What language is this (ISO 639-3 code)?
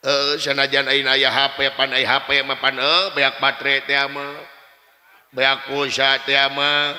sun